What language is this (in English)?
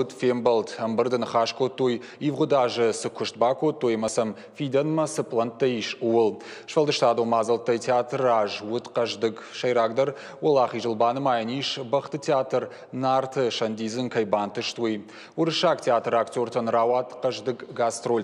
Ossetic